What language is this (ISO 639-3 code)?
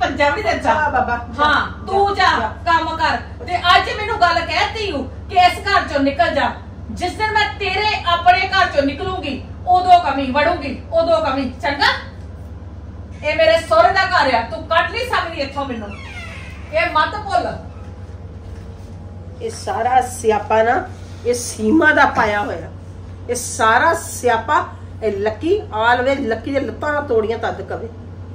pan